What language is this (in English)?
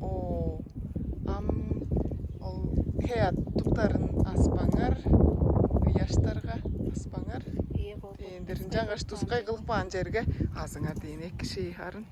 Tuvinian